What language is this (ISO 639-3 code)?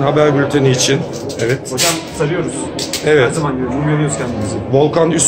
tur